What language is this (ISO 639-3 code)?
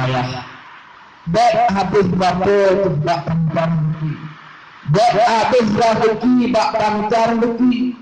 ace